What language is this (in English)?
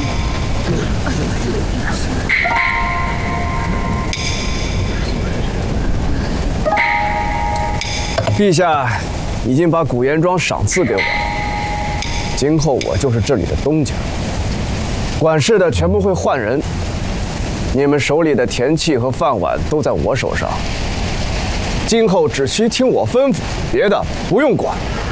Chinese